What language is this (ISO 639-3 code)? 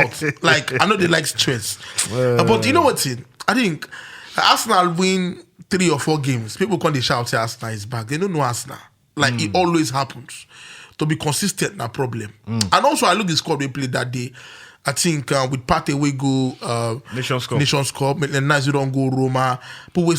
pcm